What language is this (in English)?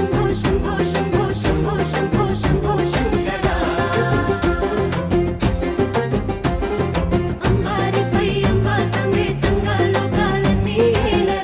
Telugu